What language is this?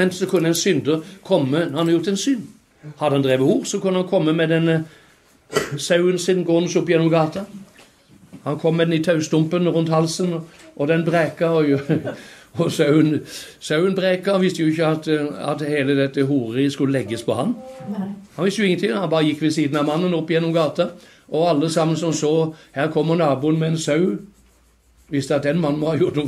Norwegian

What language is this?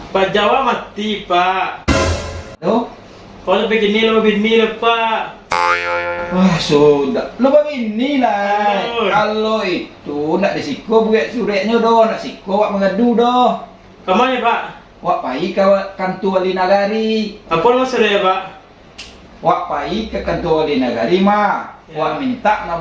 Minangkabau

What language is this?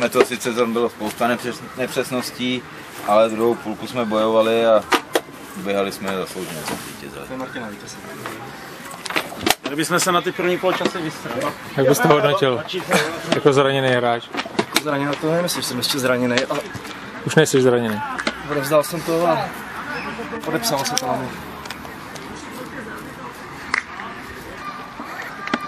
Czech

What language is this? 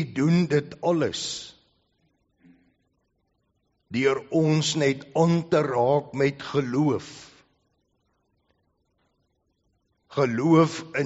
Afrikaans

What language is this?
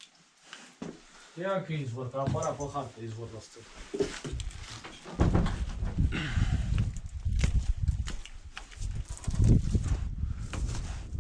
Romanian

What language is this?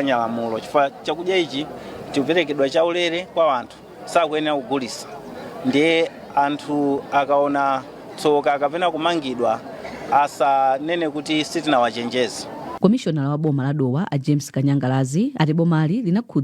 Nyanja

